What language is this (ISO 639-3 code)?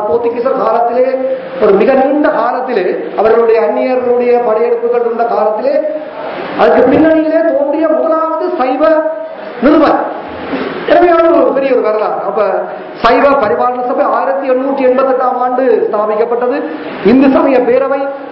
tam